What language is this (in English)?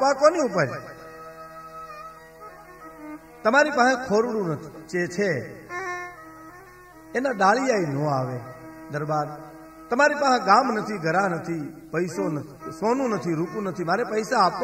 Gujarati